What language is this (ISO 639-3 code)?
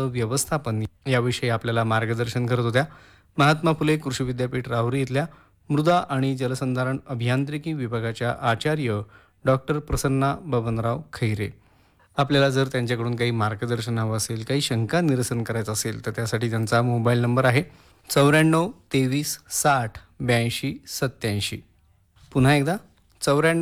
mar